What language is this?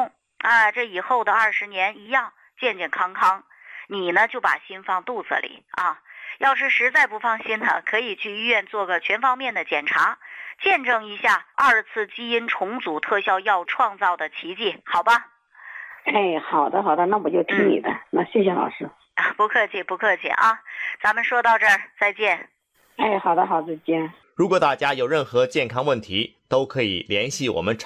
Chinese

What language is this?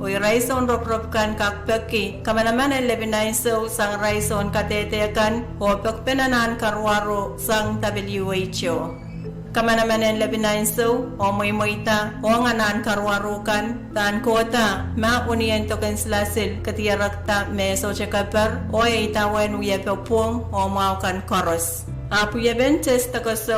Pohnpeian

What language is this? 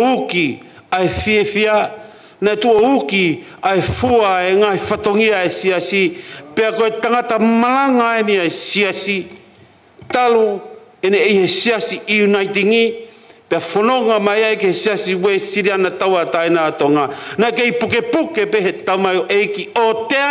Tongan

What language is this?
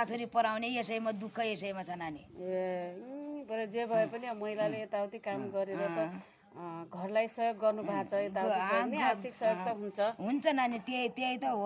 Nepali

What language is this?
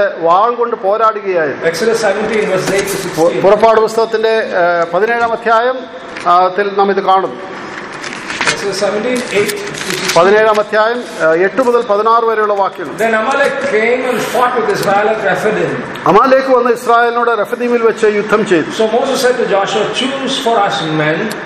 Malayalam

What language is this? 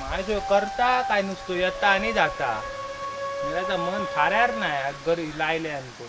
Konkani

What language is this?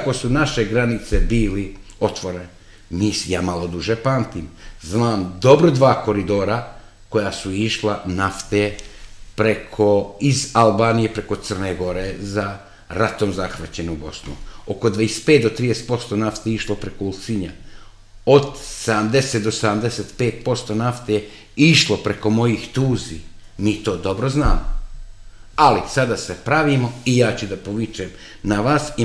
Serbian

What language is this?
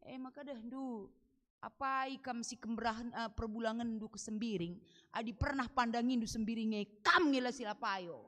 Batak Karo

